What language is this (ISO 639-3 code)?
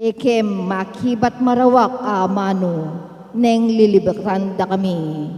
pam